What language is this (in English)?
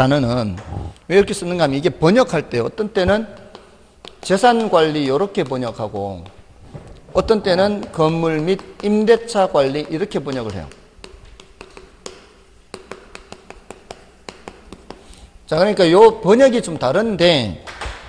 Korean